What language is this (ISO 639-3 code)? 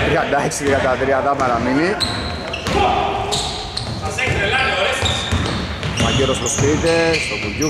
ell